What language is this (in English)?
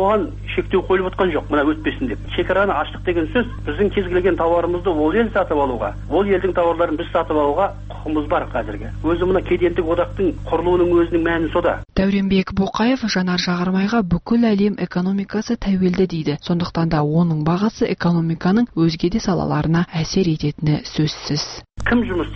Kazakh